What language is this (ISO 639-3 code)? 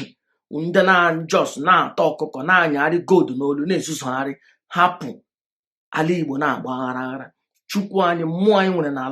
ibo